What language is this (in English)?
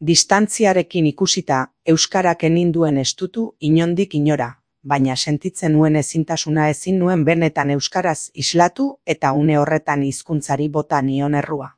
Basque